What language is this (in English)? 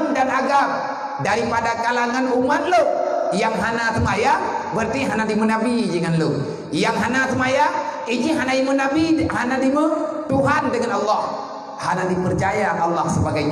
Achinese